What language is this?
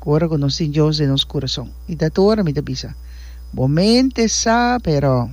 Papiamento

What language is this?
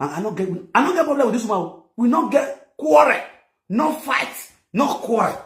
Nigerian Pidgin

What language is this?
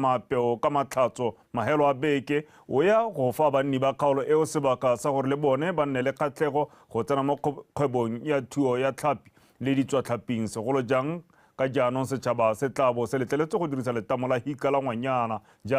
Tswana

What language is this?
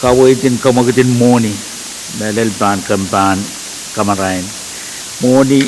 Pohnpeian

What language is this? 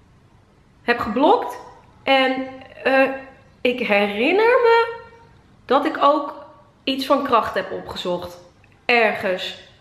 Dutch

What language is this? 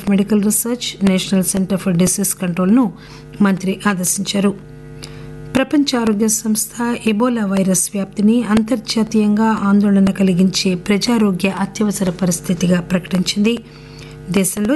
Telugu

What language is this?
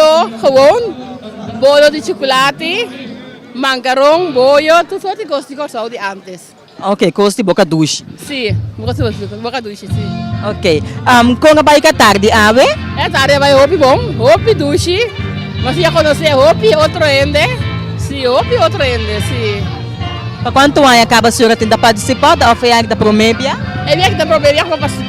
Papiamento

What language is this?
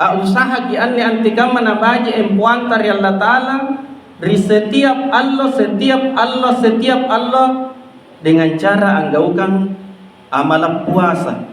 Makasar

